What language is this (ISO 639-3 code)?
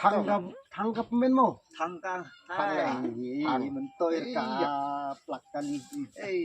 kha